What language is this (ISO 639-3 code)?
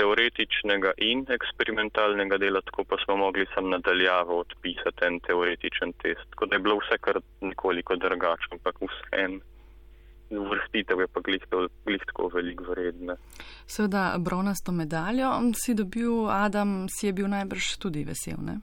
slv